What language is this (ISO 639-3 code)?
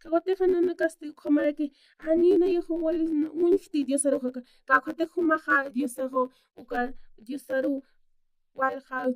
aym